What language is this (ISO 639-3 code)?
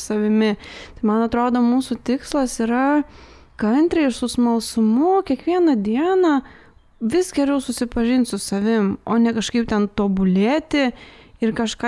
lit